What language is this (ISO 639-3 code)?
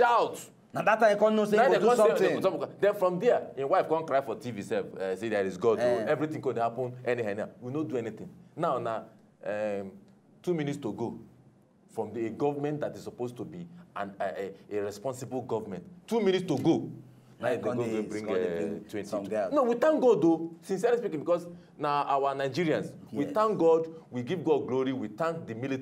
pcm